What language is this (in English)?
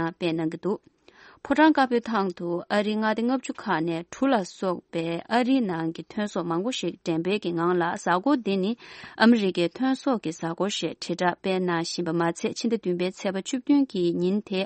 Tibetan